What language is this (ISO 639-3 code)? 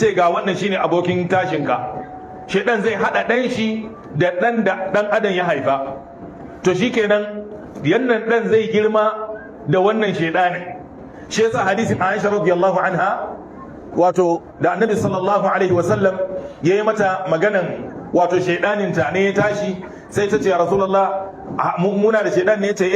hau